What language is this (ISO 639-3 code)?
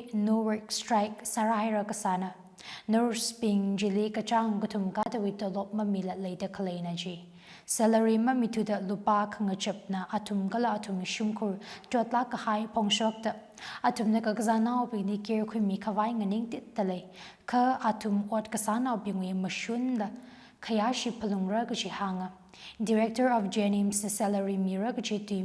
nmf